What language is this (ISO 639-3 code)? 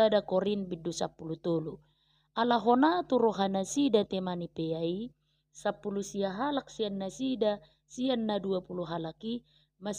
bbc